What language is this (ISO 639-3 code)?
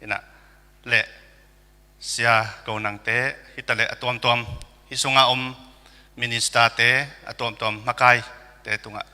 ctd